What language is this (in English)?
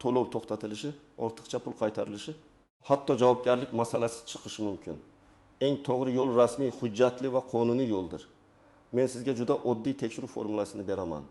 Uzbek